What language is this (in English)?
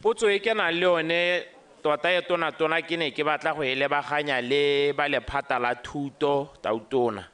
Tswana